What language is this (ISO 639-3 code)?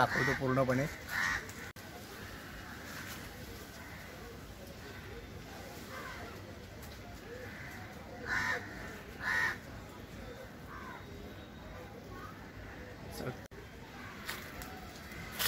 mar